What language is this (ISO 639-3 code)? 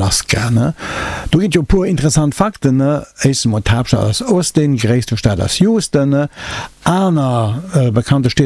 ltz